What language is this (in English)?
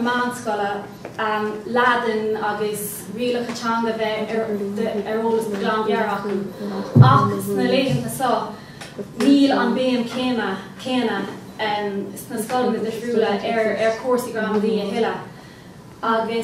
Irish